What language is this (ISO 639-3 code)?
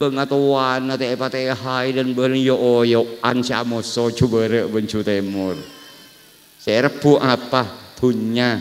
mad